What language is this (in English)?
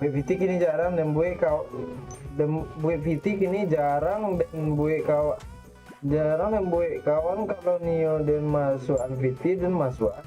Minangkabau